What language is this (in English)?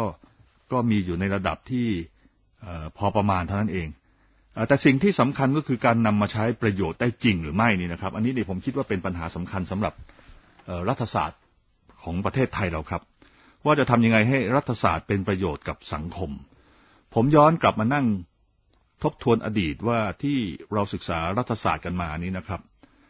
Thai